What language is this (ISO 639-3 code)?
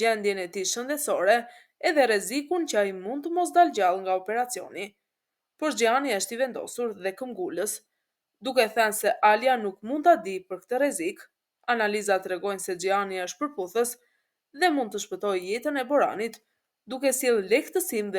sqi